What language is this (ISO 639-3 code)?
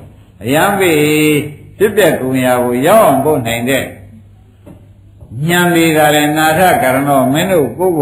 mya